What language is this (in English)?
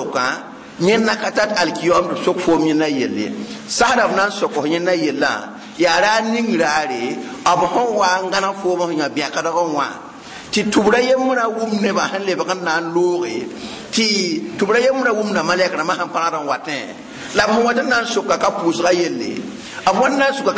Mossi